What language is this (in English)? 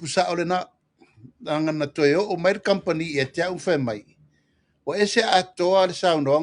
Samoan